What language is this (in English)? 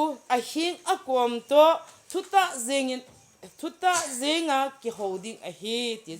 Thado Chin